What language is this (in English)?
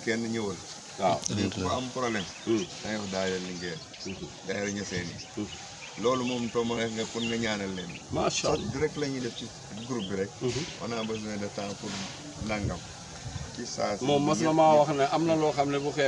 Wolof